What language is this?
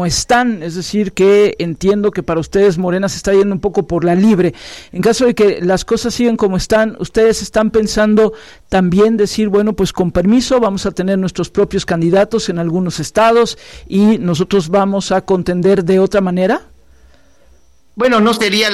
Spanish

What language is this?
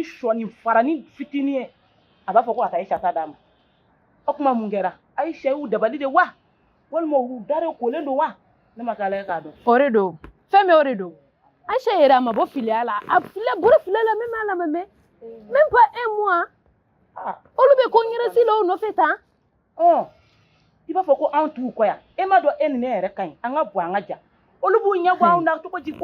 Bambara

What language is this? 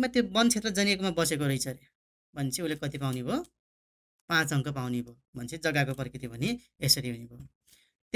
Nepali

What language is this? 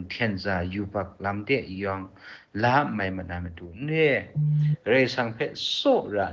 Kachin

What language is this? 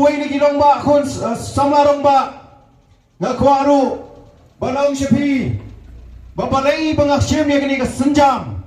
Khasi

